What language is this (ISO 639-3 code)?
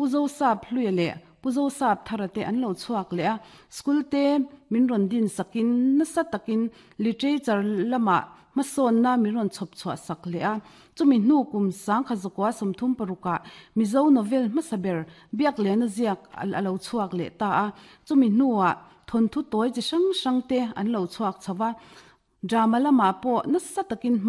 lus